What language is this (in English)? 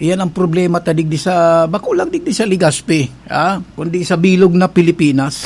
Bikol